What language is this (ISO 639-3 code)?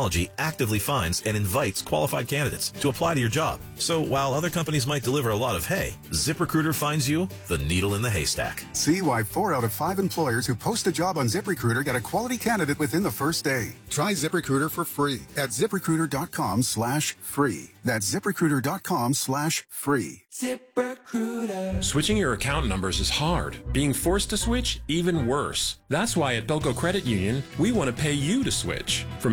eng